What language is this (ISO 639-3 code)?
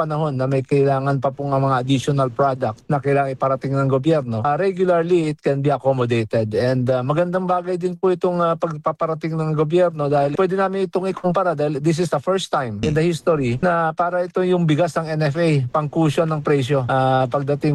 fil